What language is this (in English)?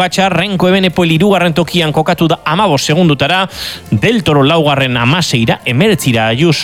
Basque